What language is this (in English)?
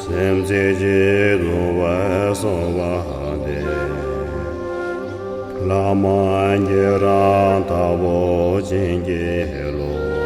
Tibetan